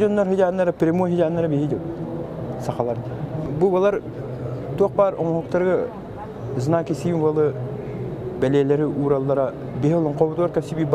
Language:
Yakut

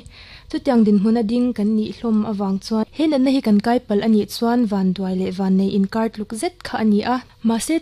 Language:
Mizo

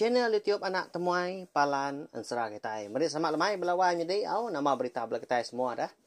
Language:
Iban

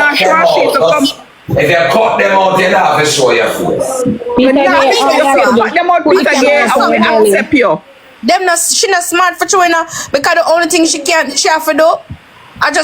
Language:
Jamaican Creole English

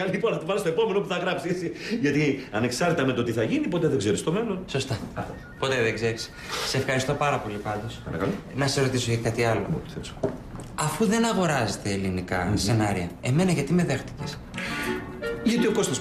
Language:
Greek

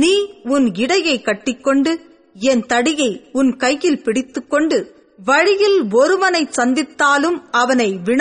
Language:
Tamil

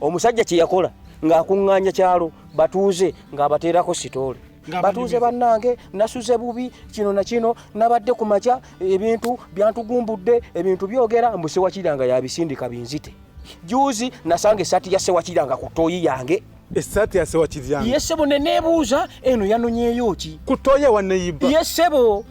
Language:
Ganda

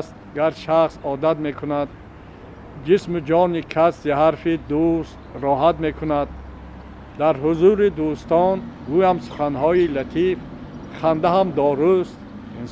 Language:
Tajik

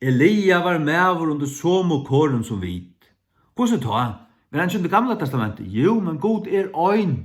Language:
Faroese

